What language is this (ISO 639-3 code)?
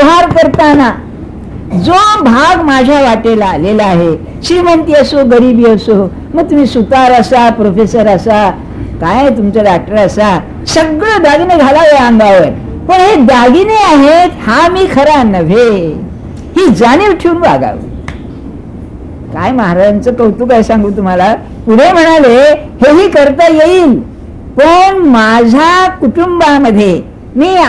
mar